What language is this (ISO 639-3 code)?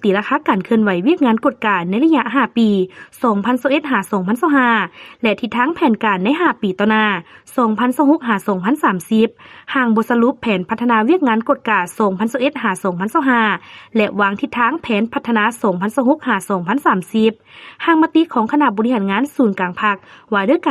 lao